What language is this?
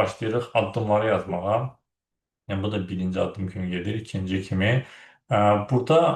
Azerbaijani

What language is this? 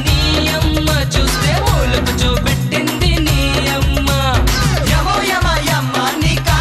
Telugu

